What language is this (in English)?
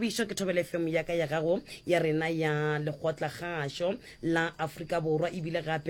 Northern Sotho